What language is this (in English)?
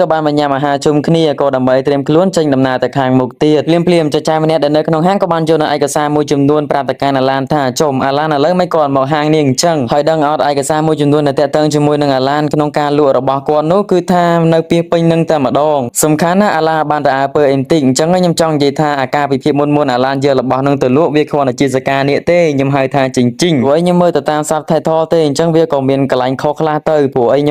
Khmer